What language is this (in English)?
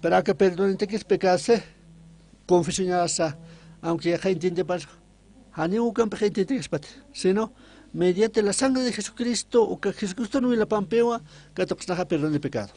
Aymara